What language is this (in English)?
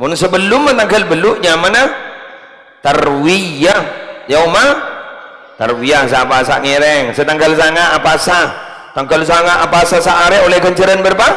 Madurese